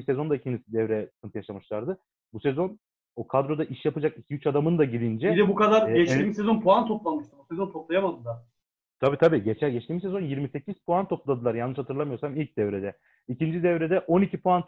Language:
Turkish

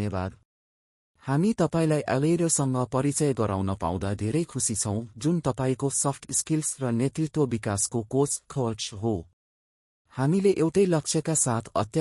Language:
Nepali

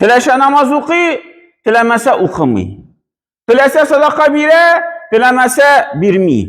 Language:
Tatar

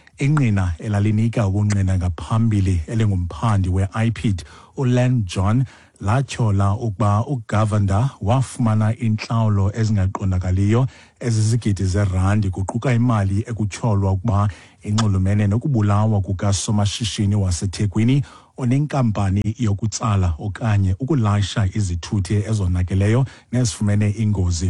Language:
Xhosa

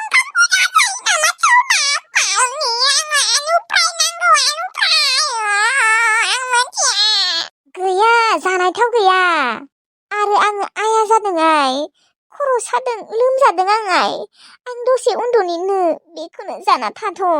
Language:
Bodo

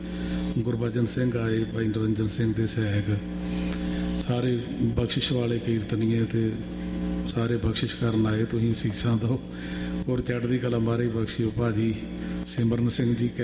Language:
Punjabi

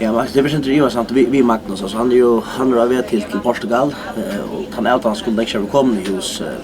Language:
Faroese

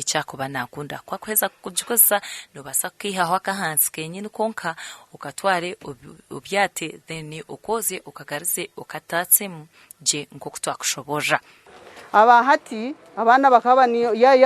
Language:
Nyankole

